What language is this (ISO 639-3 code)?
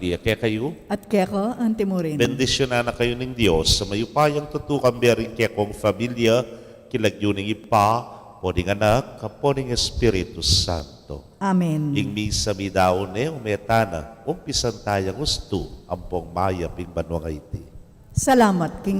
pam